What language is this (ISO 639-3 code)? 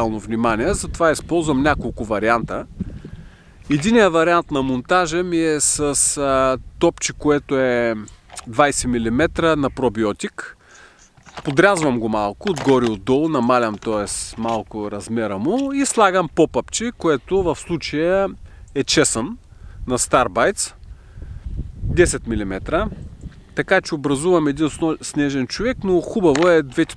bul